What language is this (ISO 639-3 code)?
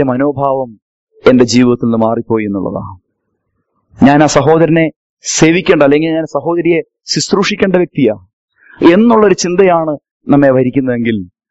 mal